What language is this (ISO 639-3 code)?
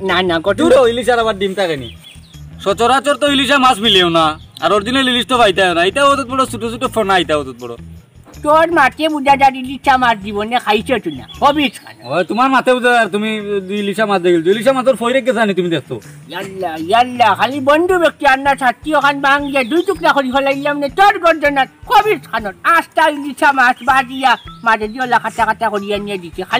syl